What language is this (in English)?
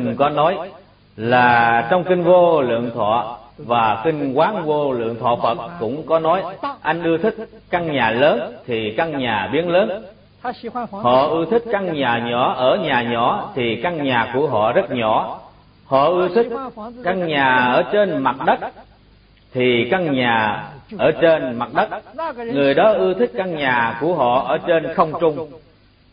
Vietnamese